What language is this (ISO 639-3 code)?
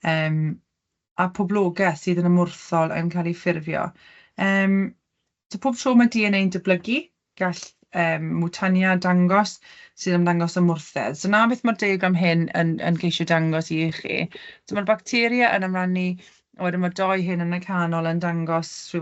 cym